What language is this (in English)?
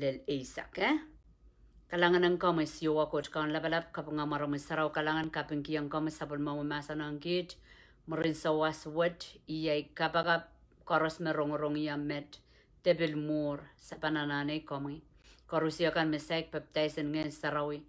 Pohnpeian